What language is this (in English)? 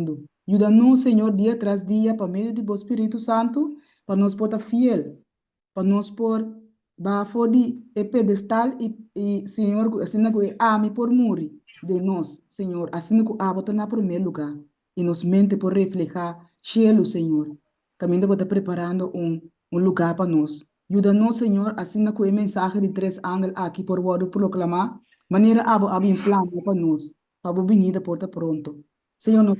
Papiamento